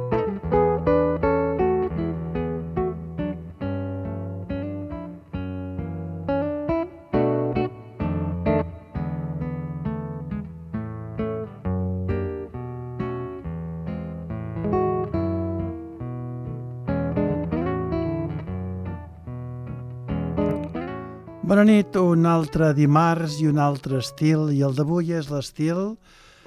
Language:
Catalan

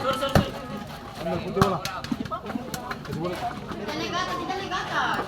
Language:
Ambonese Malay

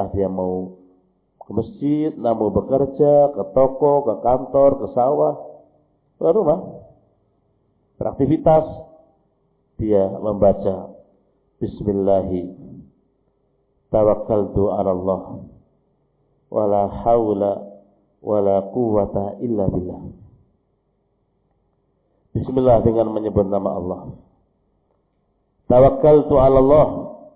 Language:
Indonesian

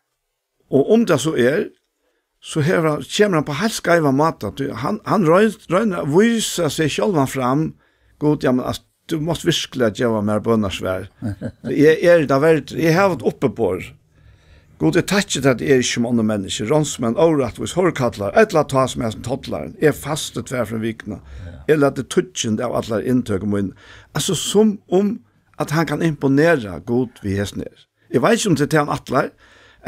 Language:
Faroese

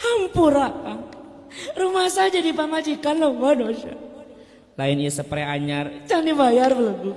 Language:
Sundanese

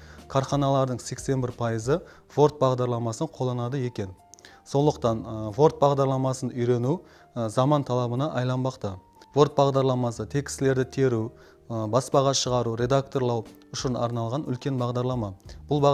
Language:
Kara-Kalpak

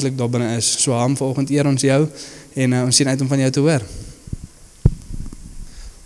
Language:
Afrikaans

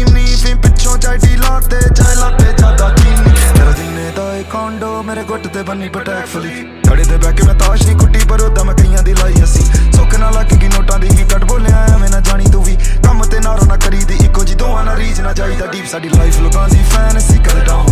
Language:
Punjabi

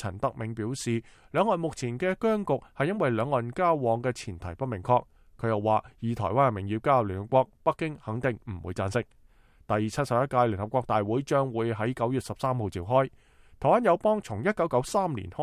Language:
Cantonese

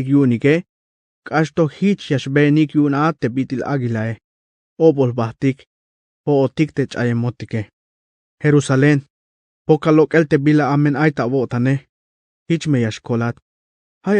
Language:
Tzeltal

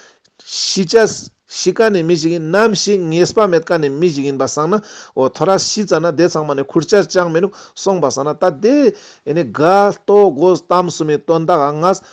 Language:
Ladakhi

